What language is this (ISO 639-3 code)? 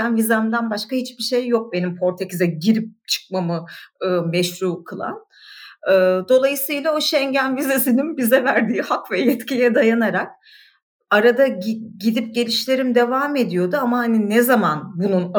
tur